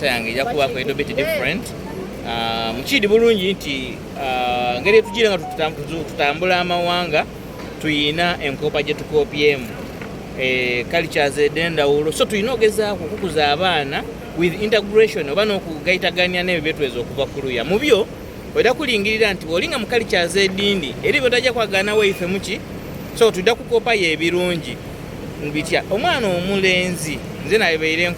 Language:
Soga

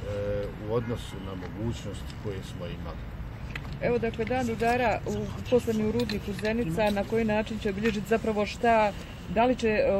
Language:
Bosnian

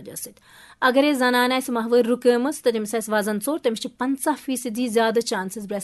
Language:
Kashmiri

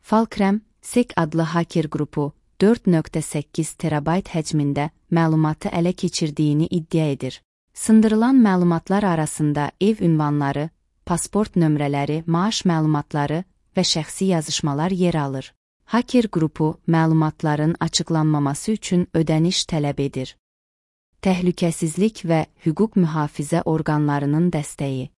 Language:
Azerbaijani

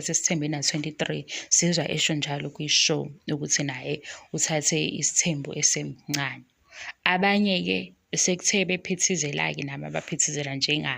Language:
Zulu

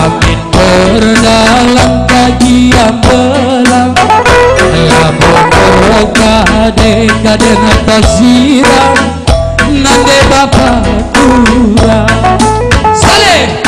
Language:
Batak Karo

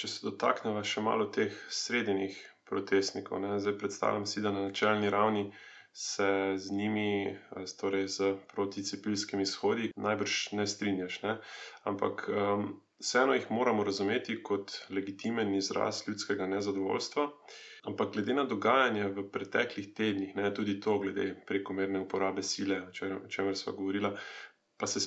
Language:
Slovenian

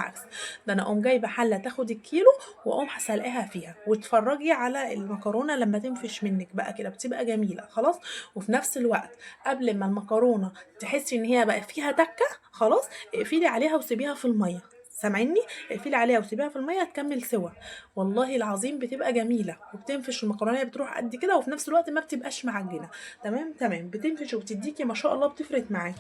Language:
Egyptian Arabic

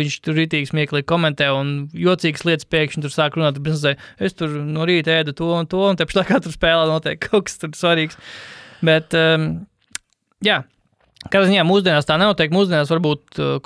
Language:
Latvian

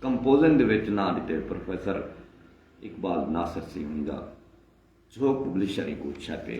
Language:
Saraiki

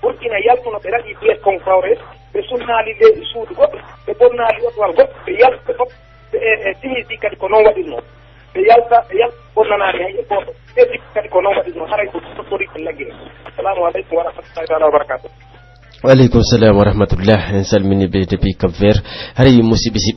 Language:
Pular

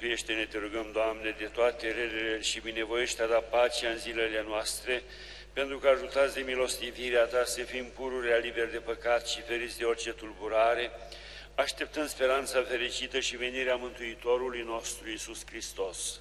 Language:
Romanian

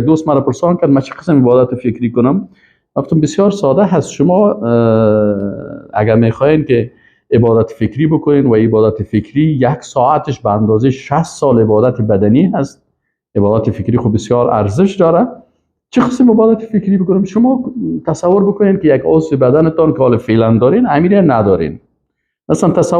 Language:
Persian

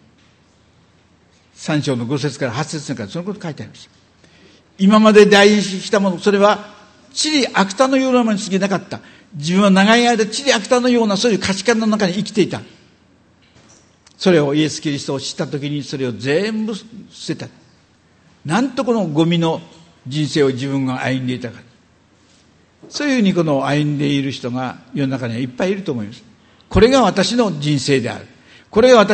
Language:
Japanese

